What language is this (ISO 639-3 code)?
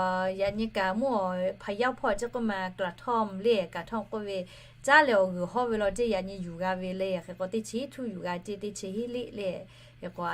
lhu